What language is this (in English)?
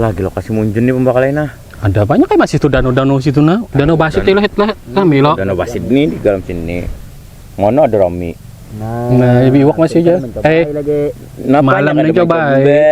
Banjar